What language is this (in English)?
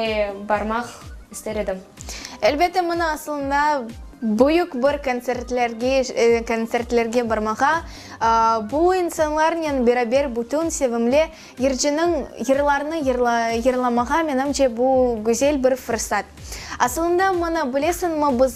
Crimean Tatar